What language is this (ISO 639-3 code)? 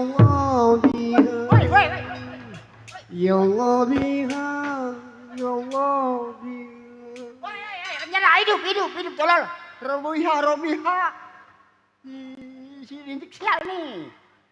bew